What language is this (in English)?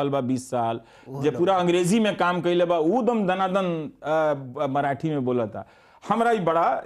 Bhojpuri